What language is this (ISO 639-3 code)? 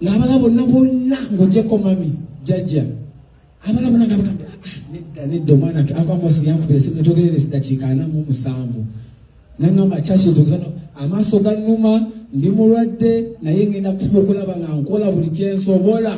lug